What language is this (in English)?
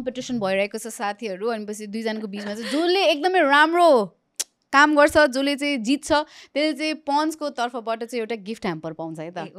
Nepali